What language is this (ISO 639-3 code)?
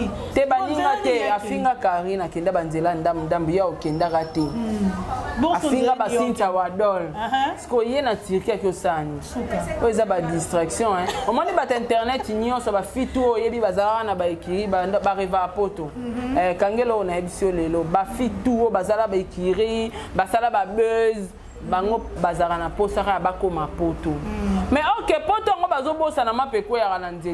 lin